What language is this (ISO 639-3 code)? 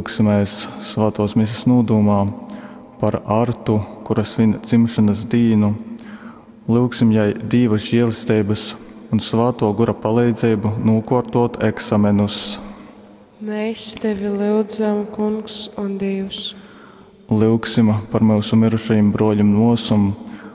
ltg